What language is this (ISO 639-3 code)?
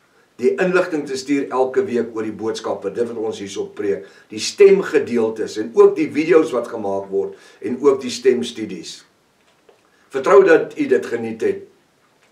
afr